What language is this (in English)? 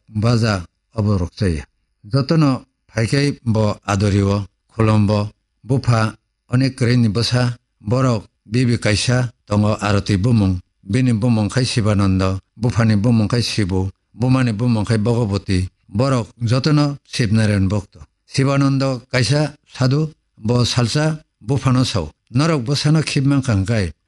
Kok Borok